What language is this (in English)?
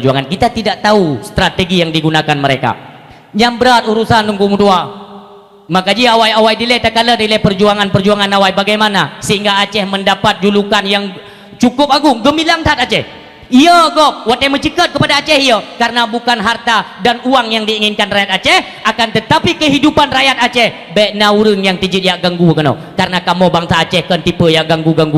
Achinese